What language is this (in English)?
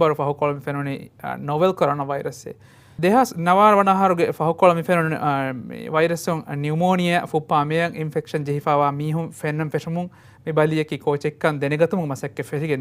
Divehi